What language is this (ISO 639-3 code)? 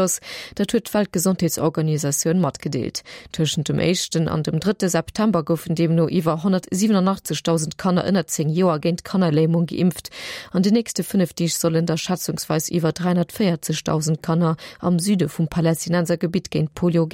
ltz